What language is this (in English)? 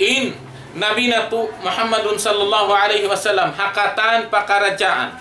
Tausug